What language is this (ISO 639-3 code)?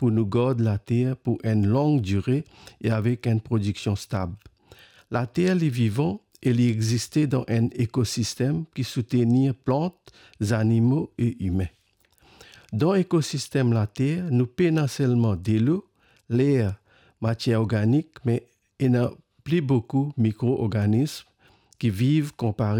mfe